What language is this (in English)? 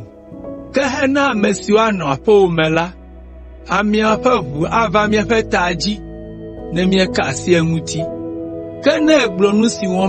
Ewe